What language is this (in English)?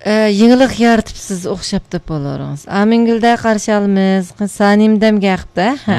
Uyghur